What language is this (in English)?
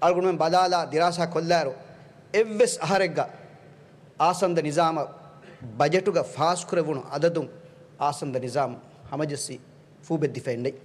Divehi